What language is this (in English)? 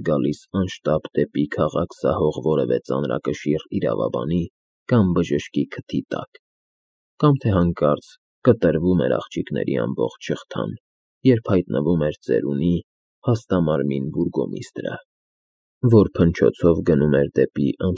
Armenian